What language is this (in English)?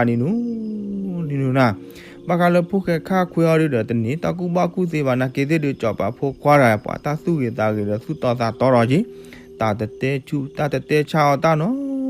S'gaw Karen